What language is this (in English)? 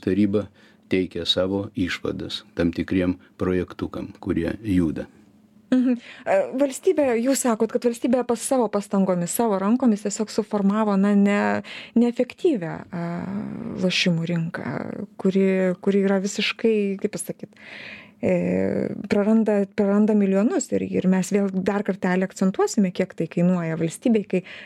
Lithuanian